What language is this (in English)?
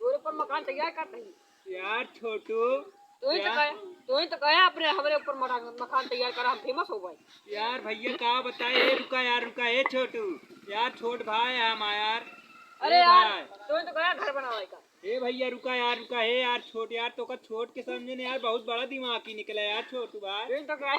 Awadhi